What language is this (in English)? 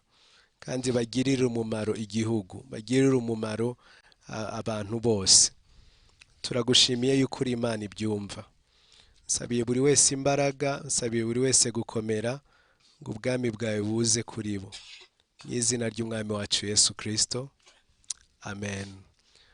Kinyarwanda